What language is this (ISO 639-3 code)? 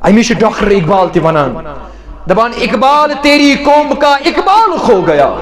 kas